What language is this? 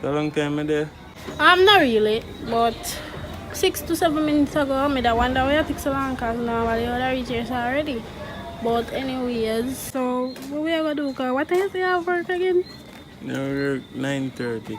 Jamaican Creole English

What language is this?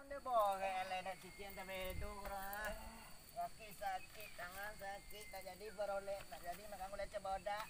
Minangkabau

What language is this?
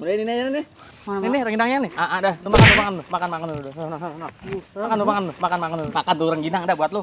Betawi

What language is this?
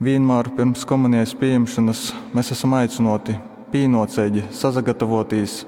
Latgalian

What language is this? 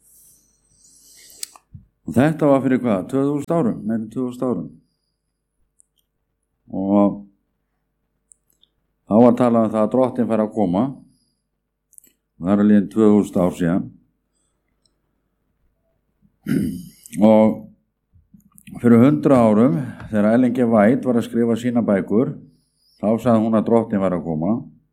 Icelandic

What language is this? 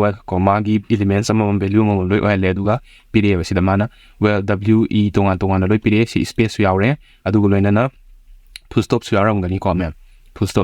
Manipuri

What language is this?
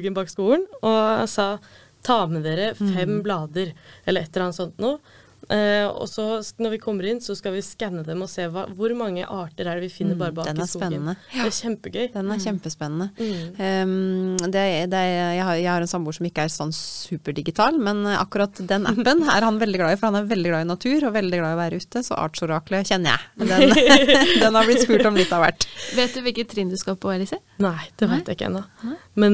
Norwegian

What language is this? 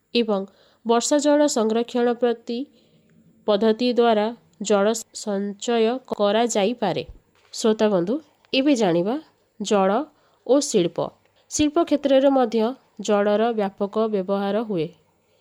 Odia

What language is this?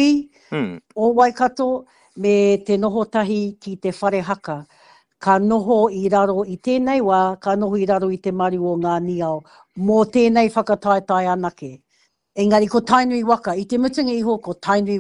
Māori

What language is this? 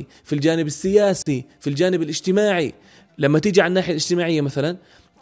North Levantine Arabic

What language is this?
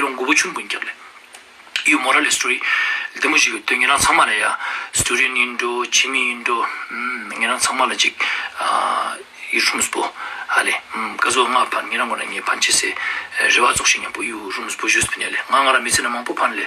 Ladakhi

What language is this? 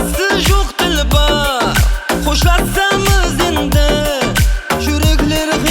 Kara-Kalpak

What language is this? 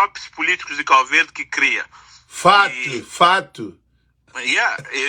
Kabuverdianu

